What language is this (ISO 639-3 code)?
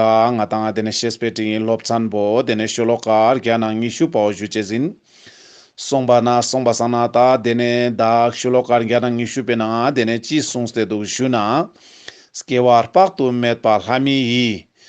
lbj